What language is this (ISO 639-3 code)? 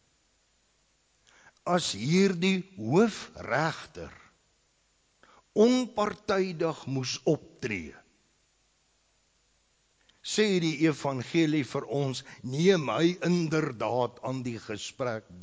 afr